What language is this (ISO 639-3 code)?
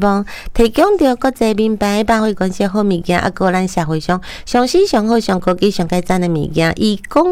nan